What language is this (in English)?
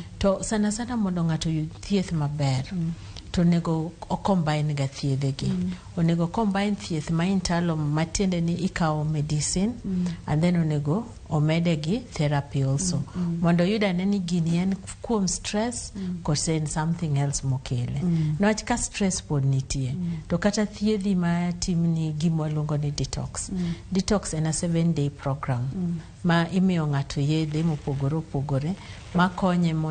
Luo (Kenya and Tanzania)